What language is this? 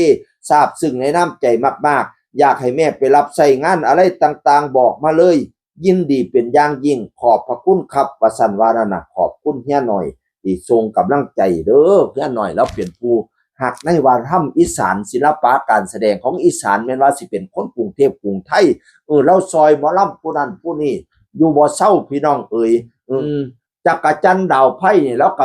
Northeastern Thai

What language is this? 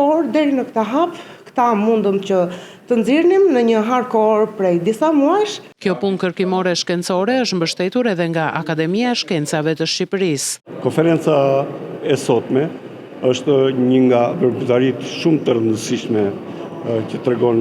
Albanian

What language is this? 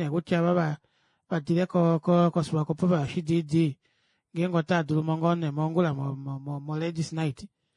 Kuanyama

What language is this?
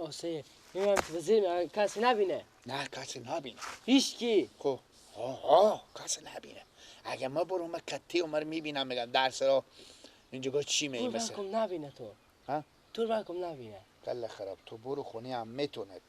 Persian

